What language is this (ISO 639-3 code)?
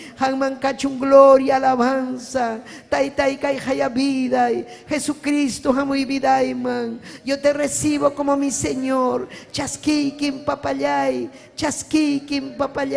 quy